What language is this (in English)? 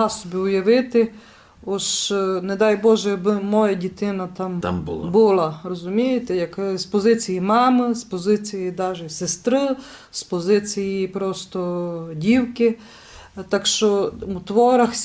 Rusyn